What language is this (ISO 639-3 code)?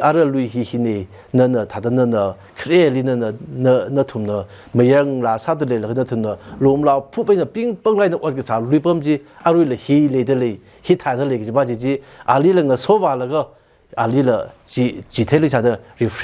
nmf